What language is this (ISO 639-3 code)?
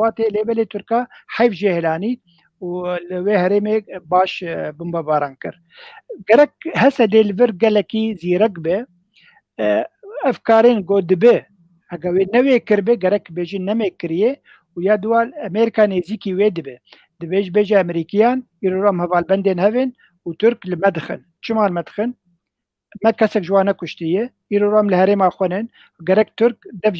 kur